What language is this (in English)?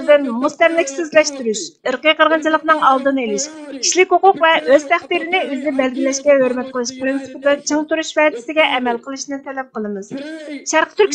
Uyghur